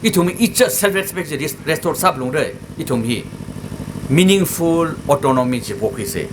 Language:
Tangkhul Naga (India)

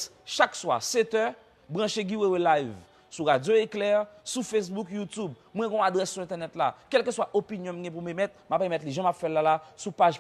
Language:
Haitian Creole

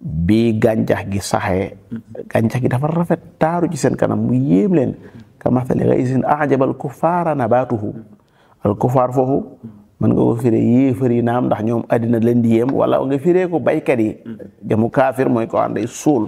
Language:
Wolof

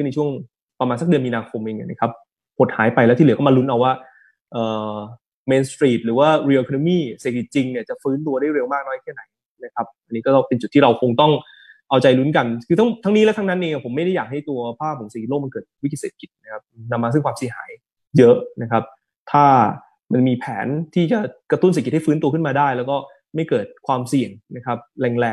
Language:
Thai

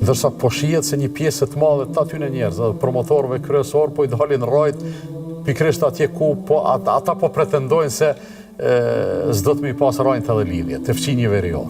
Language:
Albanian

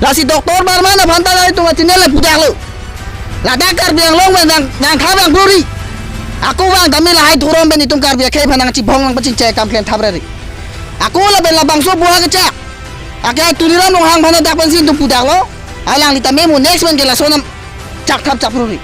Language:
Karbi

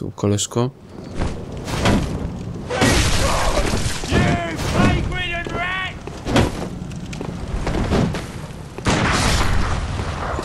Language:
Polish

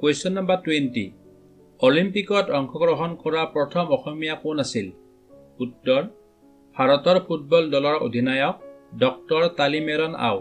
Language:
Assamese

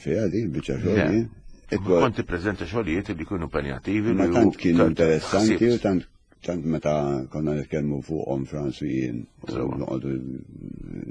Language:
Maltese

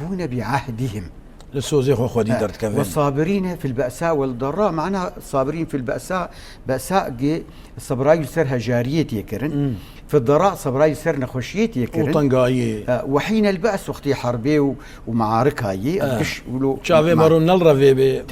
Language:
Kurdish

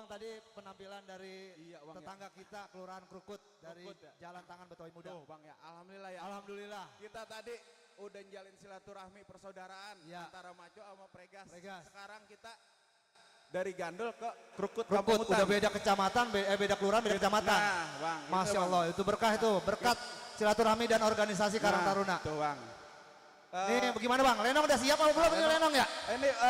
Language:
Betawi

